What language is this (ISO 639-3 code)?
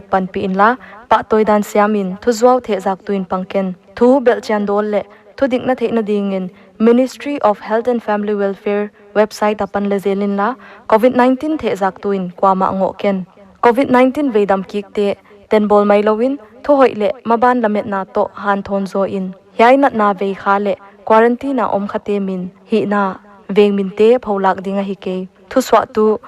pck